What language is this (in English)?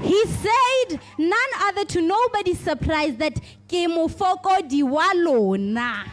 Tswana